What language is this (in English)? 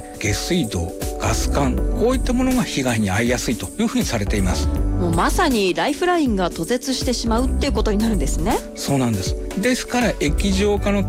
Japanese